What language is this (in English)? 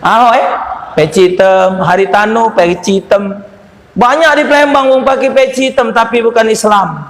Musi